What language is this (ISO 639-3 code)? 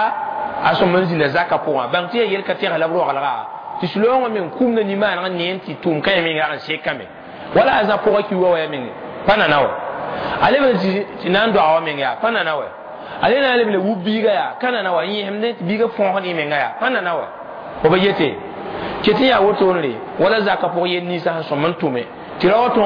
mos